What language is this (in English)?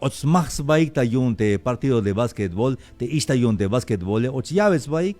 Tzeltal